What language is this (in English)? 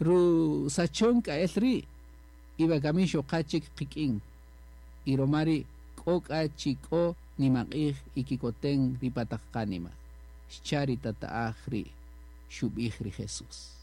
Kaqchikel